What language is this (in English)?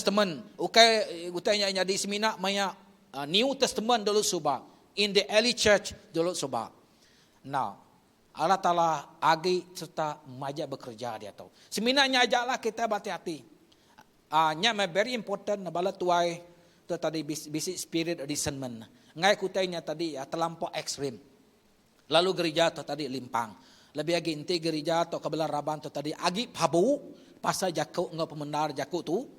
Iban